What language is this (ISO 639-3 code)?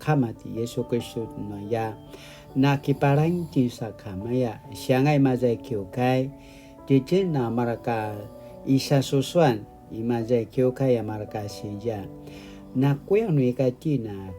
pwn